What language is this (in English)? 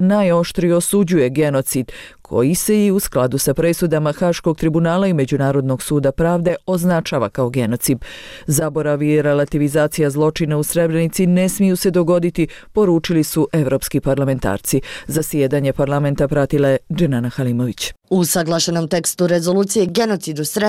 Bosnian